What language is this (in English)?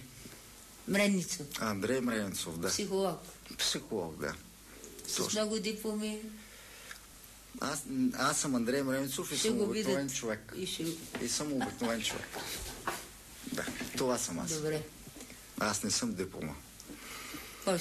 Bulgarian